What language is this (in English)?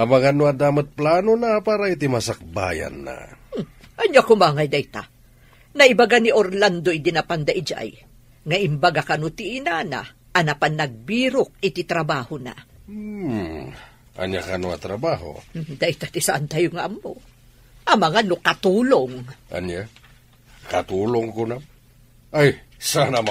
Iloko